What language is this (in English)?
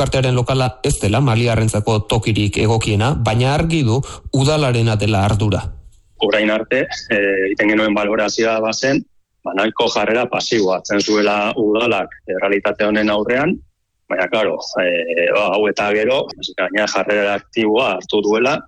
Basque